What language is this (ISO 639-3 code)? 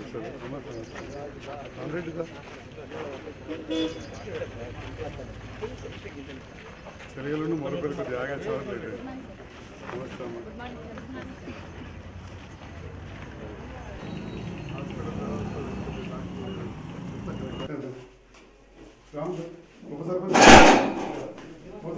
tel